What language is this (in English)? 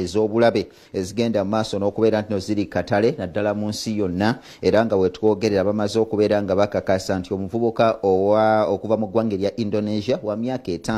Ganda